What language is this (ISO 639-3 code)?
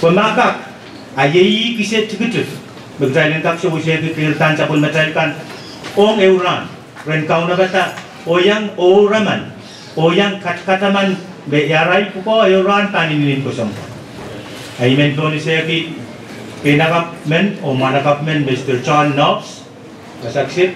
pon